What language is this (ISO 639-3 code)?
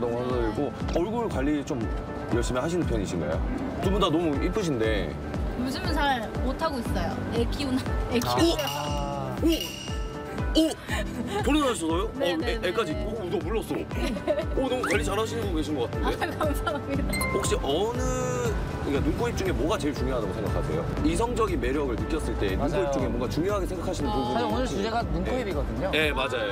kor